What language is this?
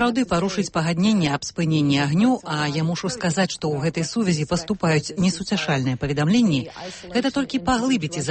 Belarusian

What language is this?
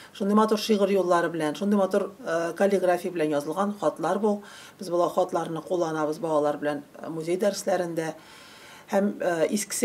Tatar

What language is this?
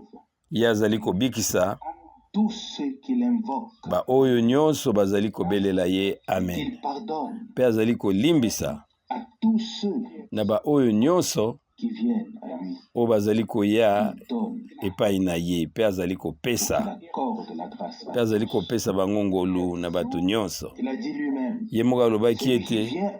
Lingala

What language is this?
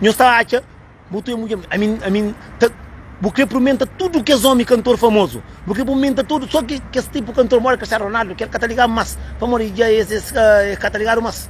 Kabuverdianu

